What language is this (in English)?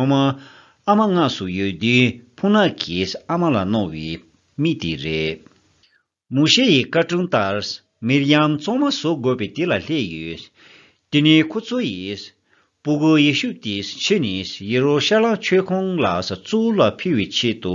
Tibetan